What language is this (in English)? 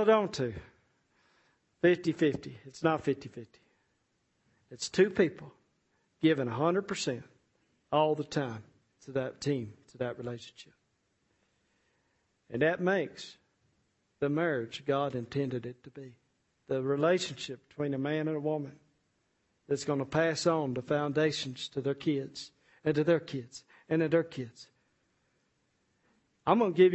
English